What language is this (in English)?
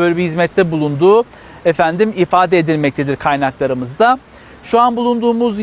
Turkish